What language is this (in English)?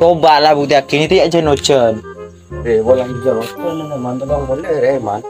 Madurese